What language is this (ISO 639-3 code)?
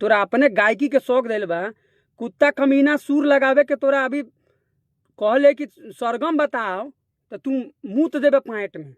bho